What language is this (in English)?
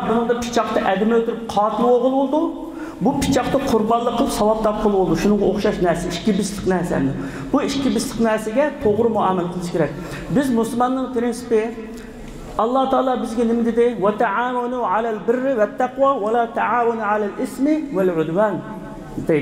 Uyghur